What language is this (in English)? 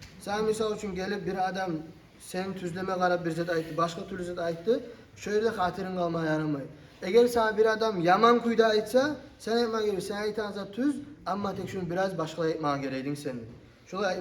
Kumyk